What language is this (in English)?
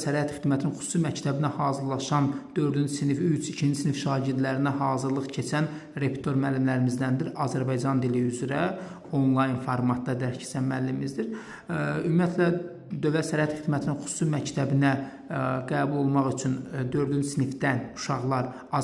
Azerbaijani